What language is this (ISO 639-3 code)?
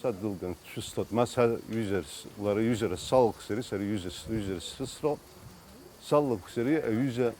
abk